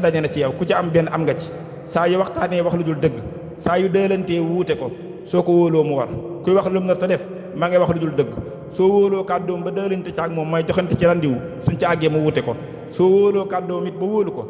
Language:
Wolof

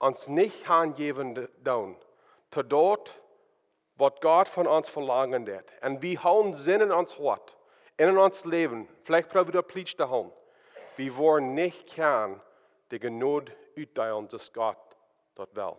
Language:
Plautdietsch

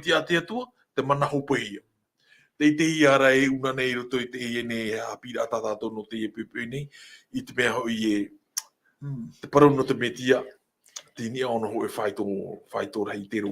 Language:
Tahitian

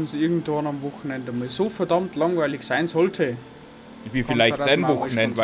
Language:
Bavarian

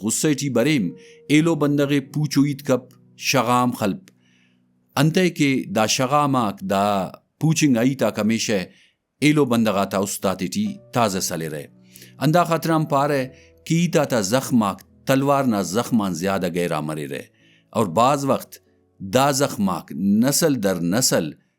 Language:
Brahui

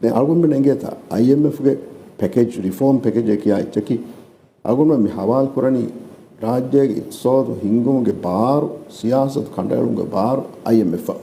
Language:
Divehi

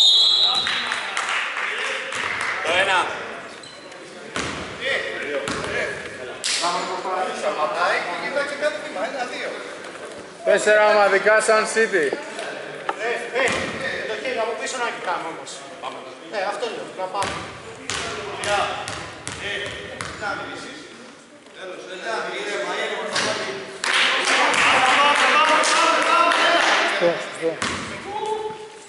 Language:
Greek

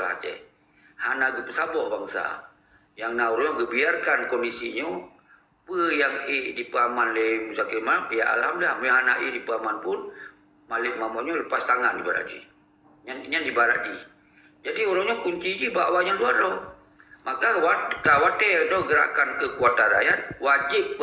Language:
Achinese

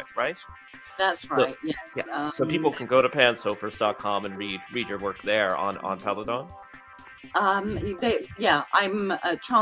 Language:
English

